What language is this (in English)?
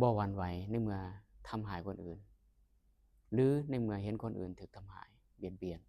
Lao